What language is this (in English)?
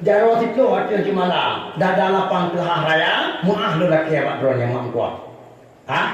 Achinese